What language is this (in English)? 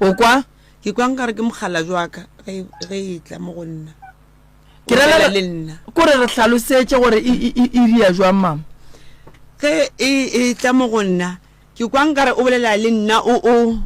Northern Sotho